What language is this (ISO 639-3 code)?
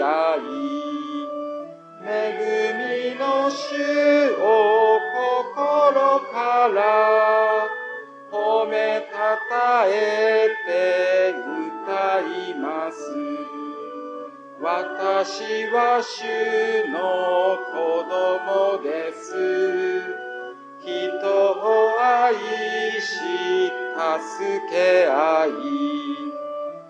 jpn